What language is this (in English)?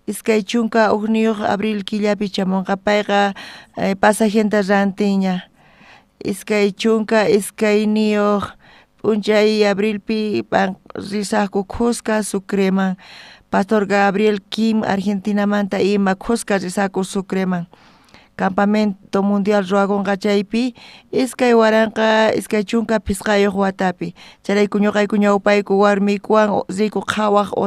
South Bolivian Quechua